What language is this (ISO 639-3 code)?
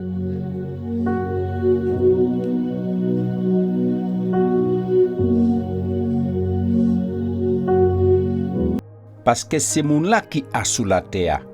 gcf